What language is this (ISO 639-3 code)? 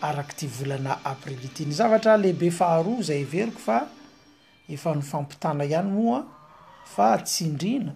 mlg